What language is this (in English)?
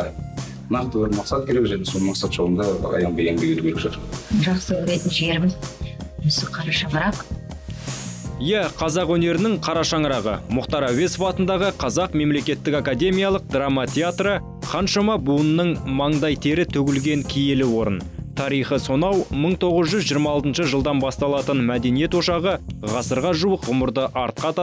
Kazakh